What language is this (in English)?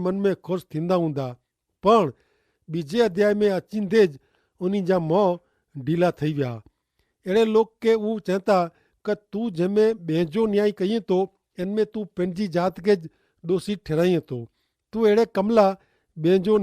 Kachhi